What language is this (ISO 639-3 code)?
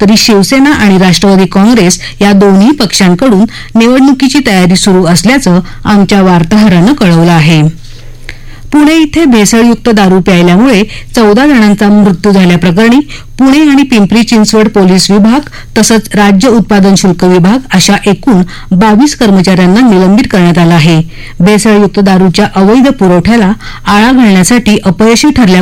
mar